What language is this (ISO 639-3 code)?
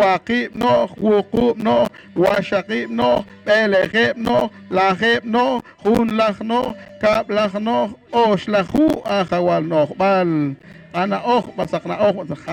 poh